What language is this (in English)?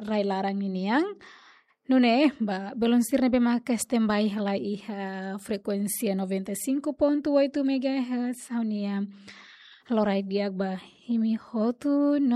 Tetum